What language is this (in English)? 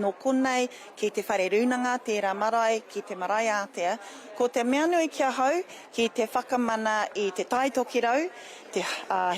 Māori